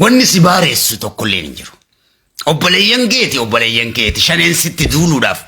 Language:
Oromo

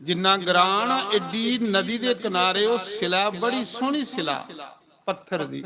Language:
Dogri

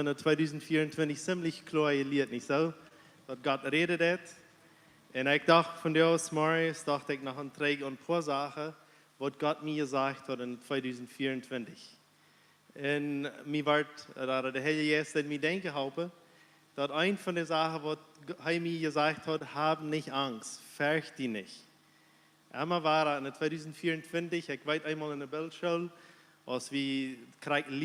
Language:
Plautdietsch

